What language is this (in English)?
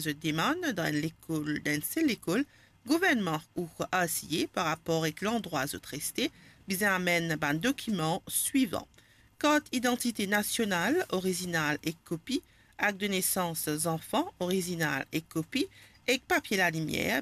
Morisyen